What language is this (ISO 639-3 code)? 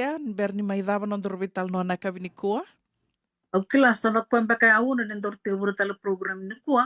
fij